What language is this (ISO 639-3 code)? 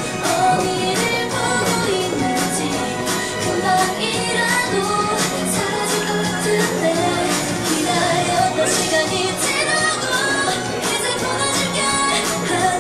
kor